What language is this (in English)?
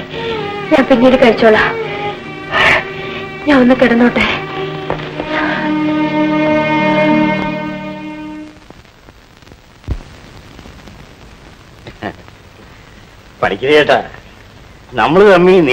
Malayalam